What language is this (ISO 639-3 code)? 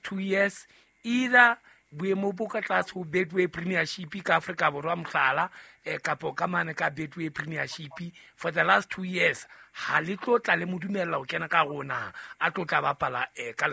sot